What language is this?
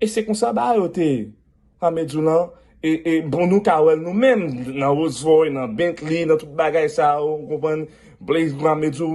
Haitian Creole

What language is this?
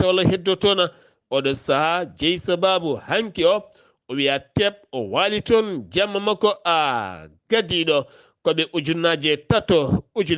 Fula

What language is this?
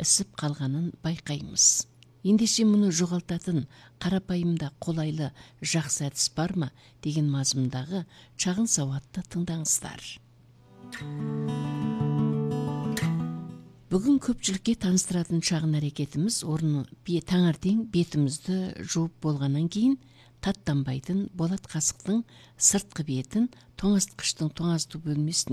Kazakh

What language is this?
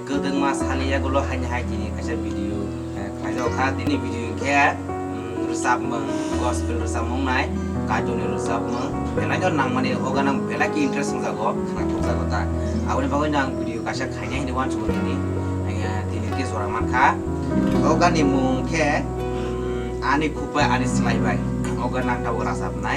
Kok Borok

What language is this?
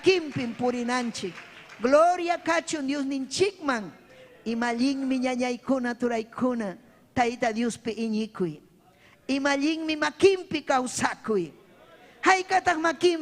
Ayacucho Quechua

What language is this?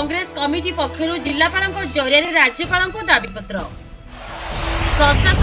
Odia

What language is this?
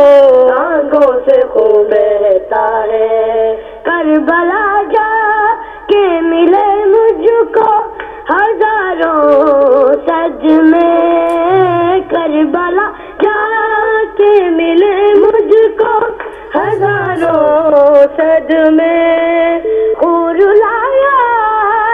Urdu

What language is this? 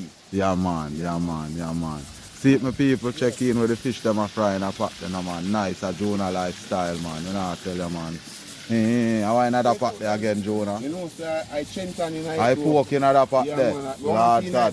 Jamaican Creole English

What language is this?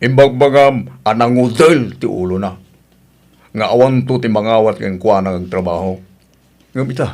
Iloko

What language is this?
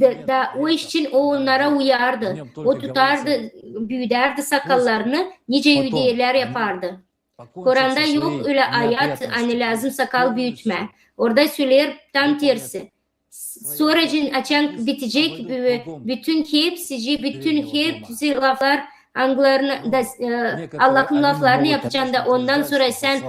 Gagauz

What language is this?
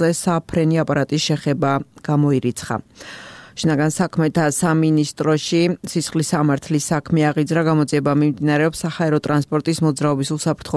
Georgian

